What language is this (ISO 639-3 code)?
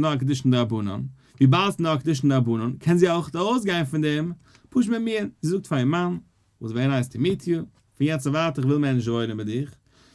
yid